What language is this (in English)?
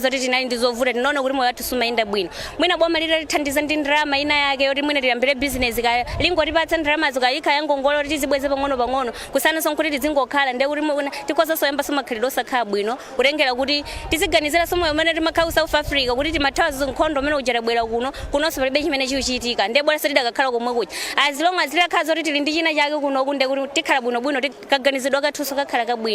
Nyanja